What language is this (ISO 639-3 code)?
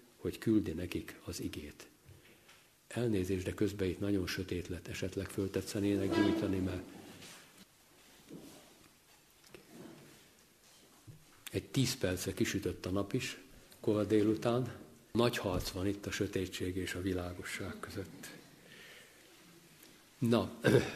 hun